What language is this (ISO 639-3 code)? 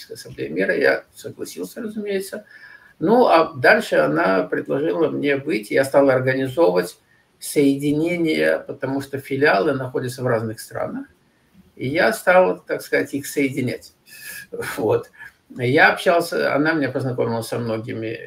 rus